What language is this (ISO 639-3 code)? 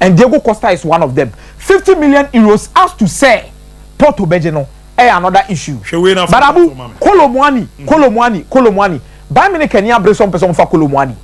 aka